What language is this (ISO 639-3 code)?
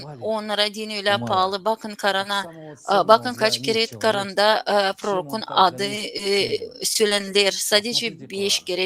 gag